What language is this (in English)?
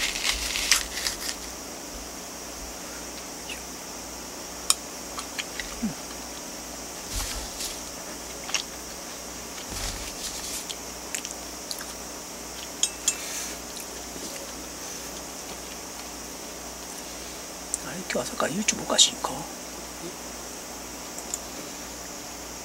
Japanese